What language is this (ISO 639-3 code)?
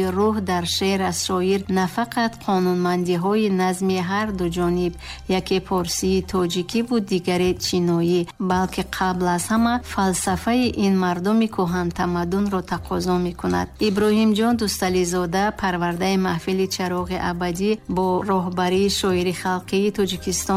tgk